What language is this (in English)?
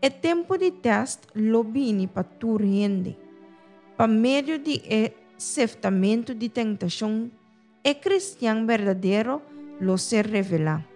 Papiamento